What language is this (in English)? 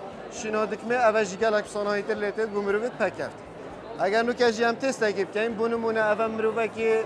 Kurdish